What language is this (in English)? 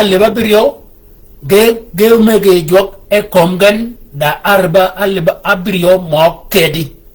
Shilluk